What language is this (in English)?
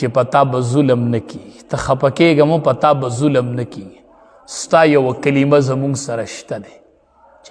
Pashto